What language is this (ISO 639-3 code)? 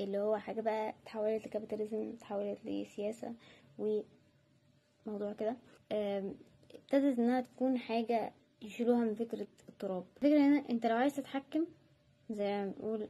arz